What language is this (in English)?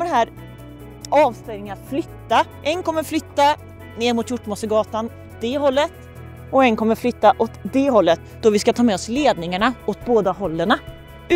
Swedish